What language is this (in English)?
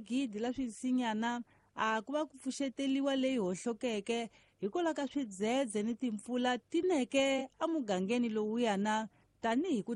Tsonga